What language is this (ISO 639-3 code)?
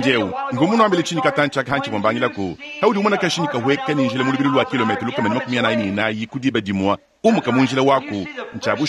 lua